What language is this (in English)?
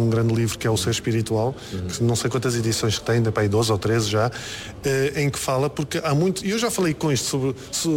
Portuguese